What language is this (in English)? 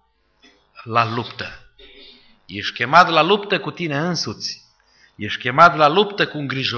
Romanian